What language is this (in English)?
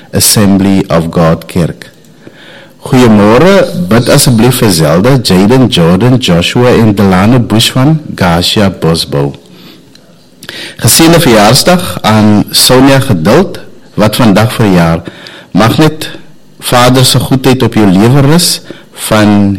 Afrikaans